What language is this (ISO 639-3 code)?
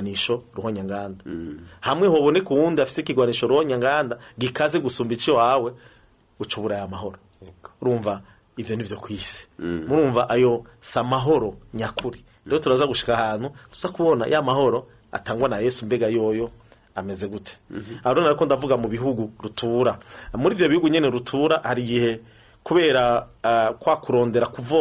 run